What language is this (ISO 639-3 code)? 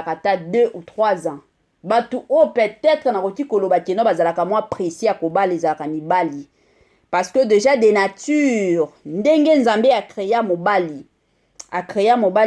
lin